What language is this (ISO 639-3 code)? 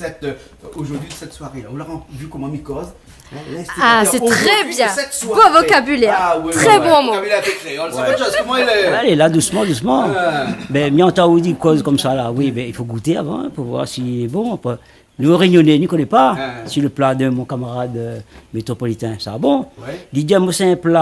rcf